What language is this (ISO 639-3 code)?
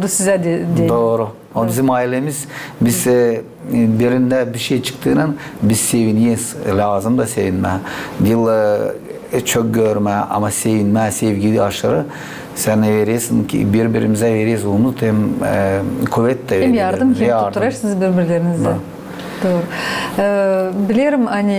gag